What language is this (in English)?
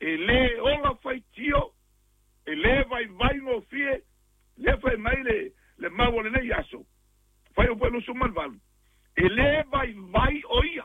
Samoan